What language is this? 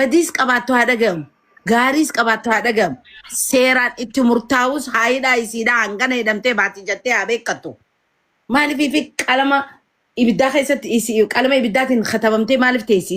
Oromo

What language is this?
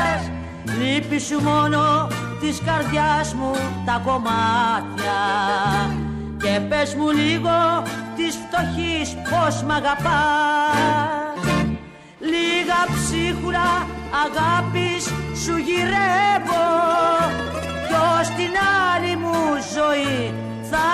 Greek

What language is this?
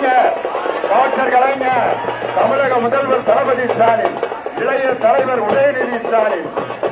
Tamil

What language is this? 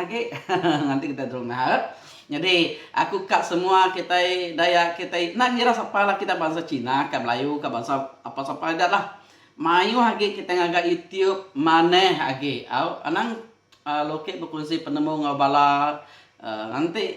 Iban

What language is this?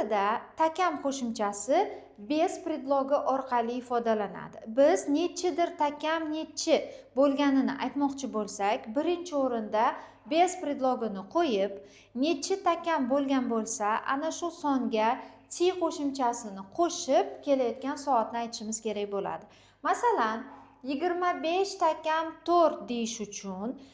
Uzbek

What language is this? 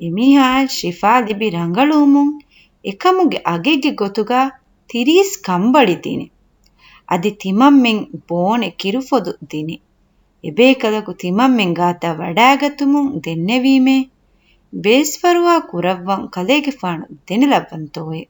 Divehi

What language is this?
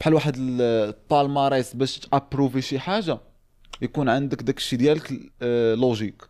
Moroccan Arabic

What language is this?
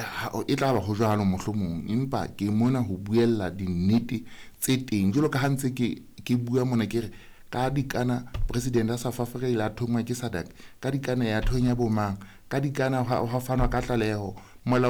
Southern Sotho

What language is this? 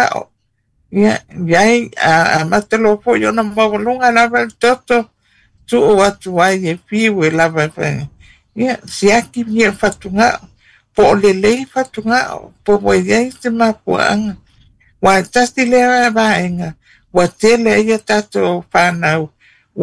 Samoan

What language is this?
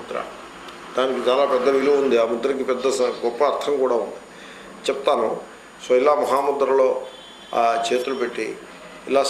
Telugu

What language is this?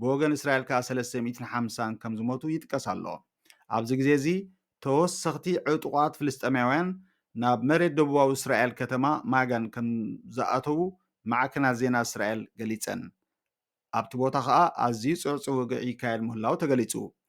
Tigrinya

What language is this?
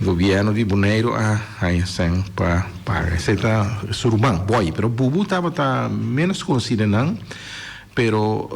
Papiamento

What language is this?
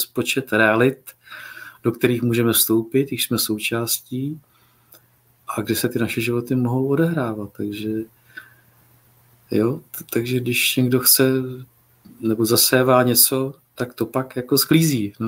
Czech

